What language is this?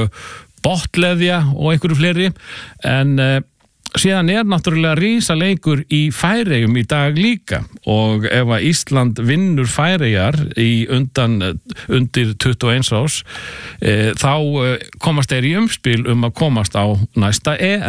Icelandic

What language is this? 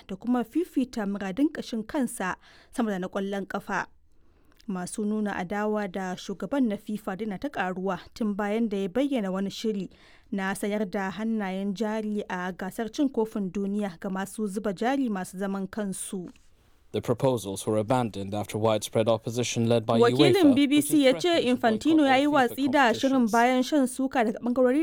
Hausa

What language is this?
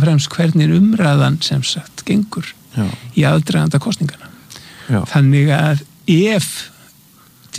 Icelandic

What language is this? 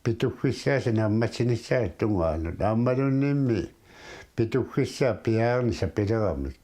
Kalaallisut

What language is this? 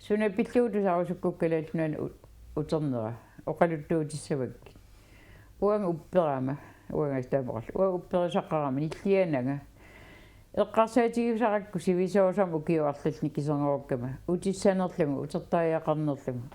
Kalaallisut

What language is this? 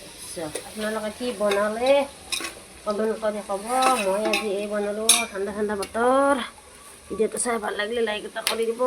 Assamese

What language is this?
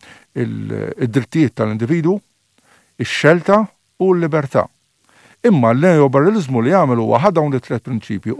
Maltese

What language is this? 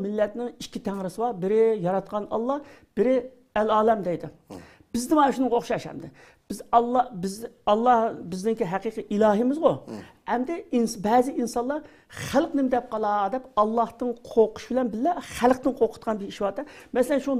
Uyghur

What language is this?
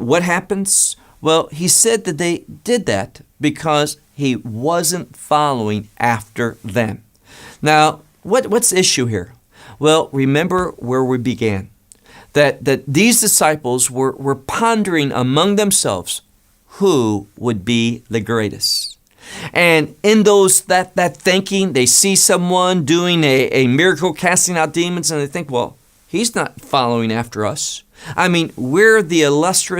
English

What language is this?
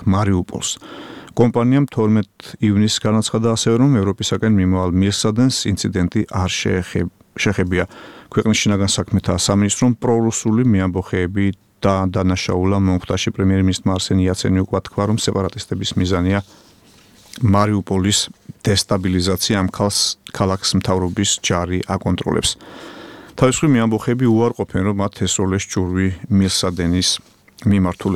Georgian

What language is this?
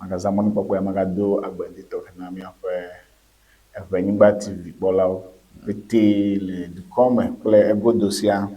Ewe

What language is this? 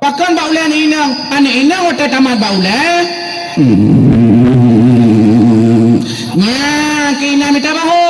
Achinese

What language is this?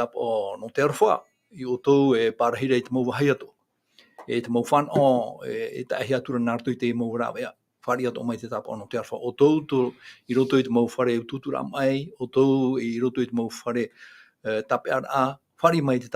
Tahitian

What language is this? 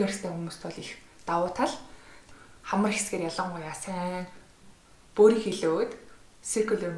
Mongolian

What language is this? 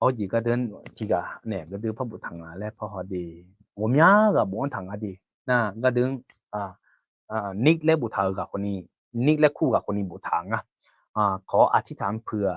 Akha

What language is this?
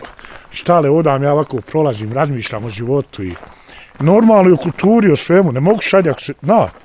Bosnian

